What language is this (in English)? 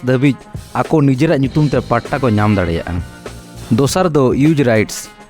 Santali